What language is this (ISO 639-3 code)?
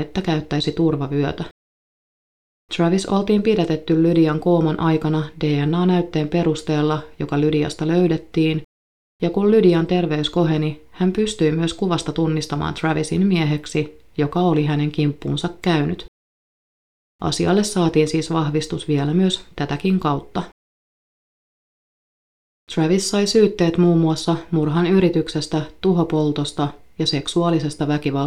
fin